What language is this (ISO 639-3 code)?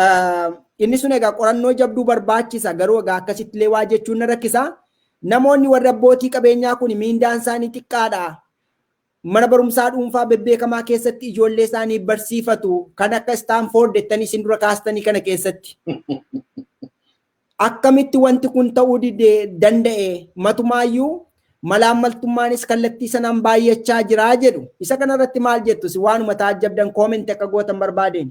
orm